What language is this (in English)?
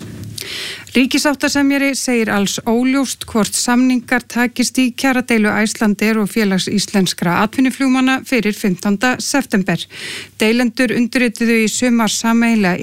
Icelandic